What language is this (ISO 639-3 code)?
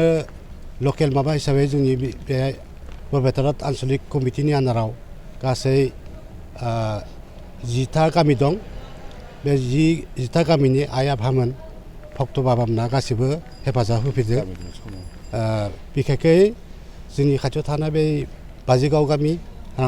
brx